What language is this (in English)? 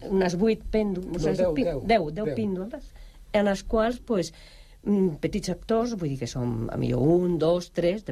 Catalan